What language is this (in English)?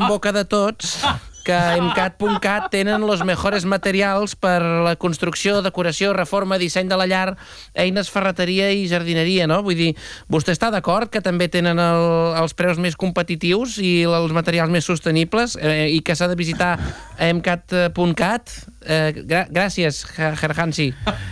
Catalan